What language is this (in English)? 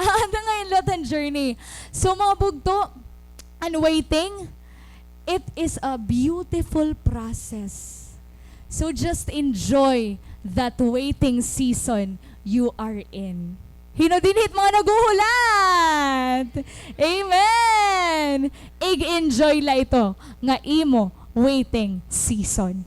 Waray